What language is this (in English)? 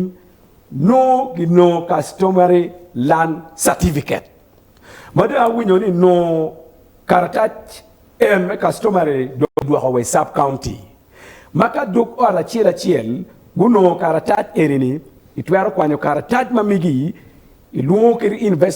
Acoli